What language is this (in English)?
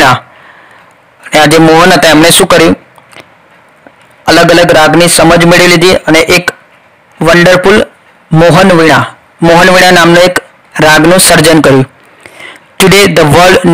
Gujarati